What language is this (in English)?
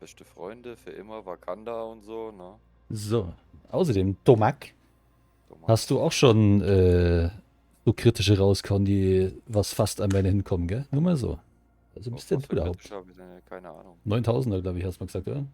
Bavarian